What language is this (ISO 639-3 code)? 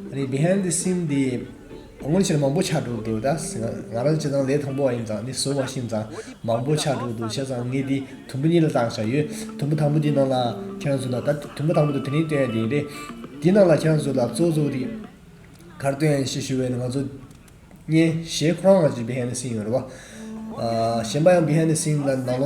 bod